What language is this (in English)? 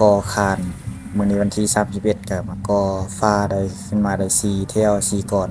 Lao